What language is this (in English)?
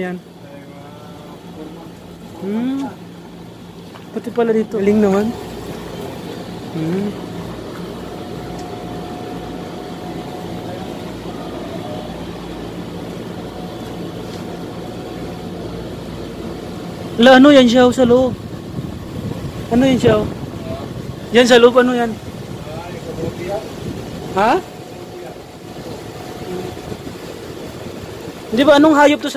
Filipino